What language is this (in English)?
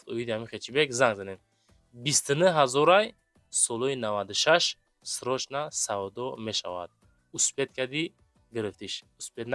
Tajik